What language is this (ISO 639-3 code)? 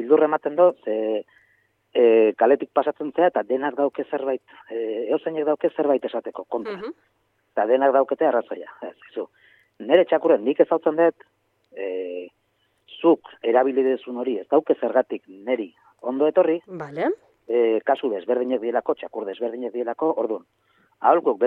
eus